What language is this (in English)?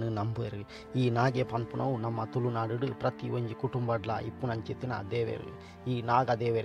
Tulu